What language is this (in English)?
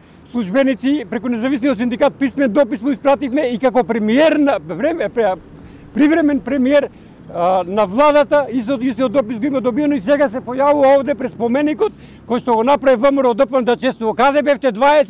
Macedonian